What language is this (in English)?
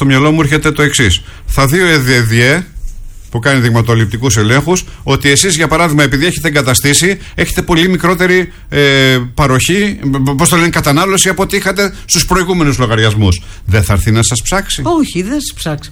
Greek